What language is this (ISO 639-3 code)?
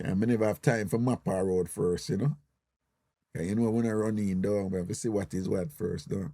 jam